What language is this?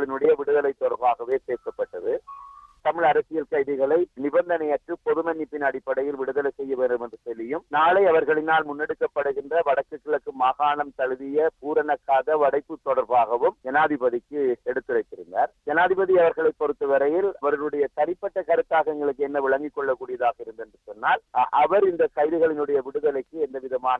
Tamil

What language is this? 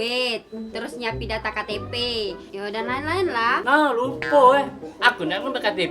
Musi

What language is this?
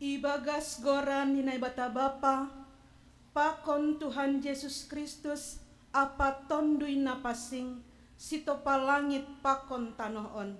Batak Simalungun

